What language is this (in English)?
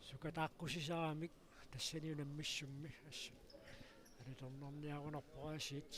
Kalaallisut